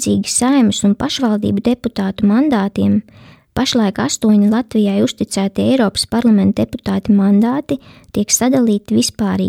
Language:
Latvian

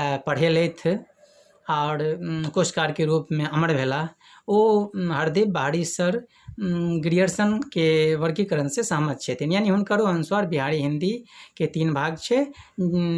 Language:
Maithili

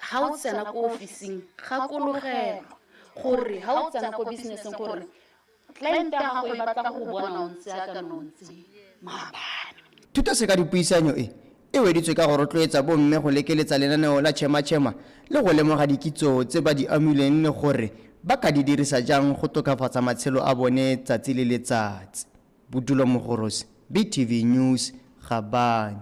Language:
Tswana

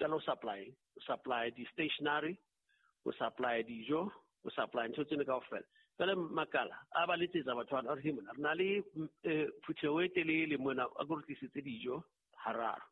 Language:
Southern Sotho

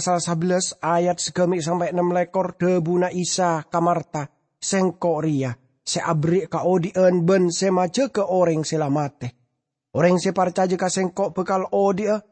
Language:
Madurese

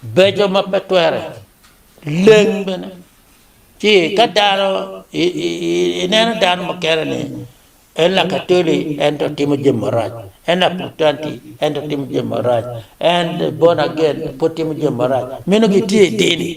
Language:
Acoli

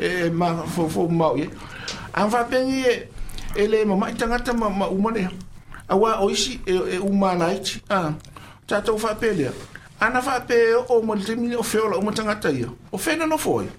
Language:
Samoan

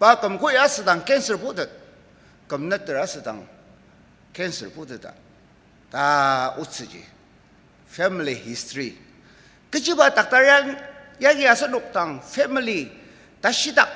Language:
Ao Naga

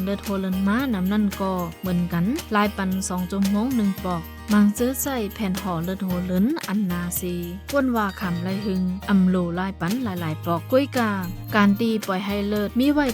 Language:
Shan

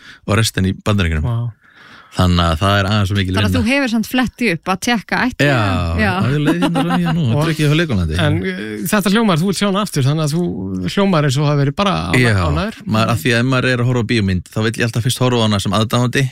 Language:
Icelandic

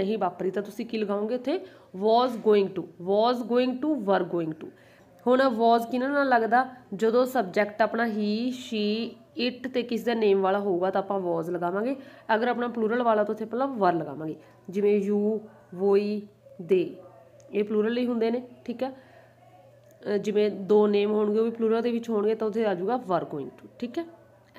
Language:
Punjabi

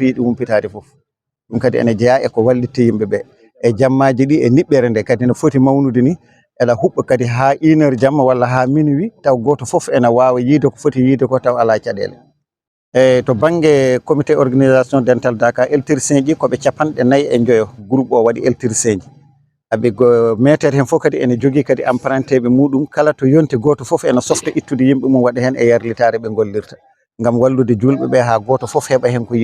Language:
Fula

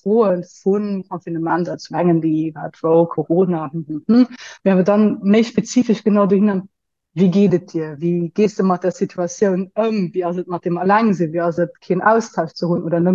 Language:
Luxembourgish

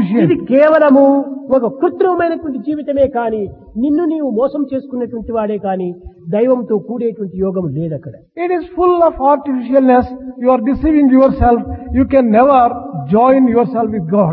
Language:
Telugu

